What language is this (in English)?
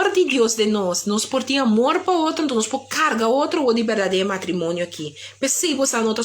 Papiamento